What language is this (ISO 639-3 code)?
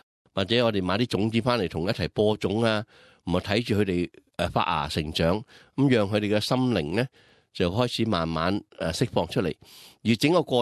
yue